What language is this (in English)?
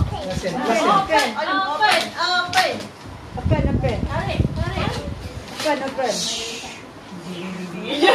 Malay